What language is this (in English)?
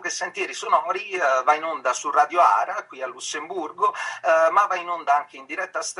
Italian